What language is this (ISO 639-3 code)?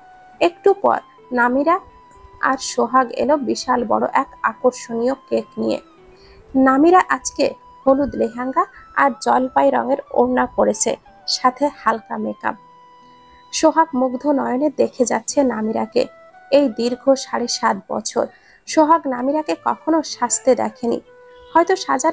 ben